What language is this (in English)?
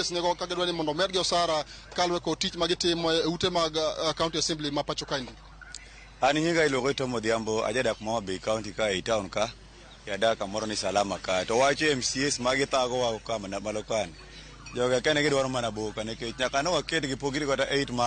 Luo (Kenya and Tanzania)